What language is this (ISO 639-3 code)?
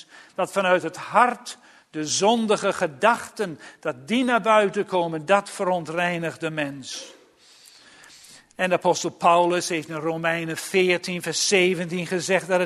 nld